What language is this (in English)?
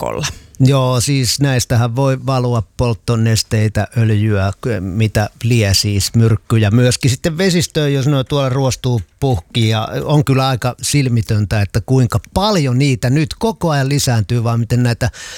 Finnish